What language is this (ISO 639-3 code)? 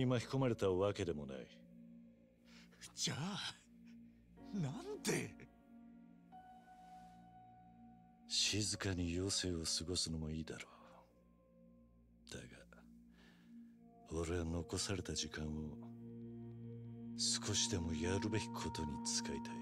jpn